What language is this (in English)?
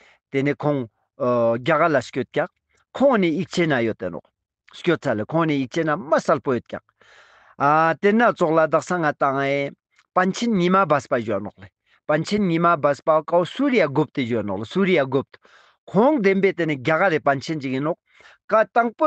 Ladakhi